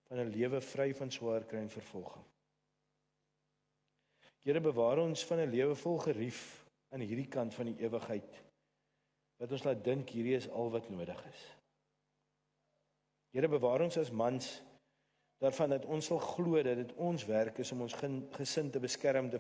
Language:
Afrikaans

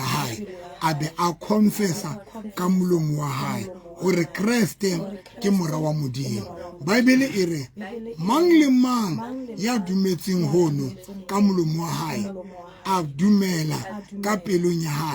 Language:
Southern Sotho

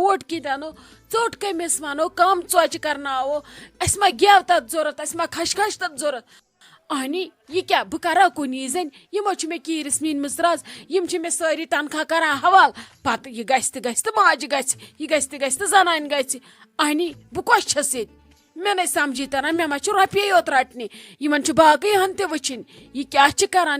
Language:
Kashmiri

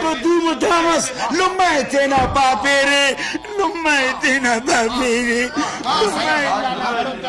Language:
Brahui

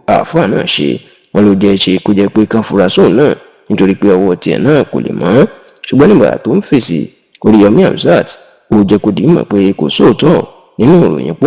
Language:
Yoruba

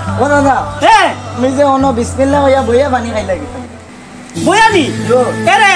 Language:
Sylheti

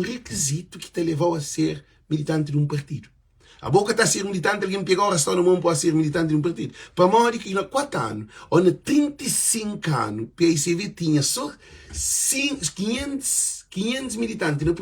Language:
Kabuverdianu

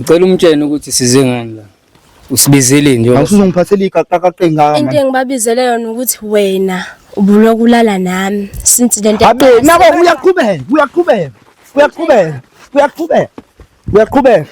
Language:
Zulu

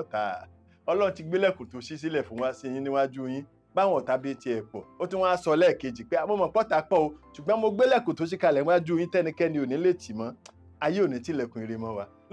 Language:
Yoruba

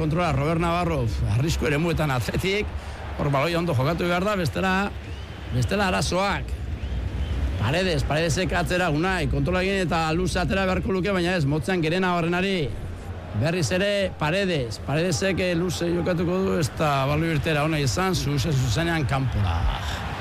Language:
Basque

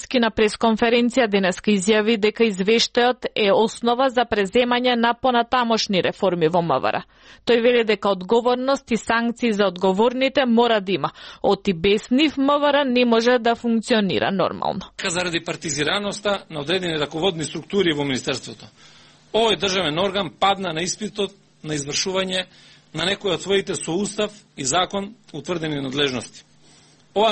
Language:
Macedonian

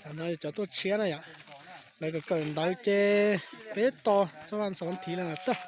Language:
Hmong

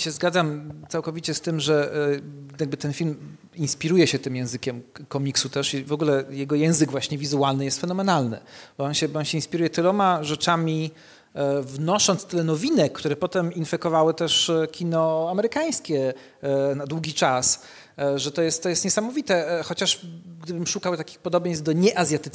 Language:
Polish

